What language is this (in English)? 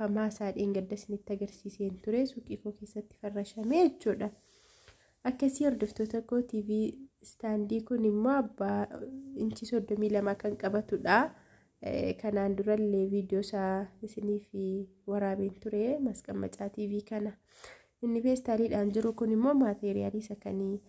Oromo